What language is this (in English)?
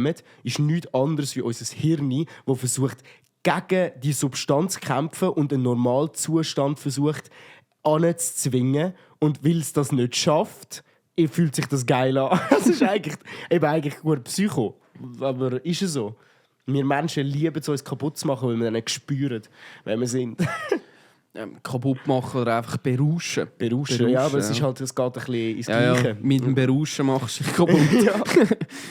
Swiss German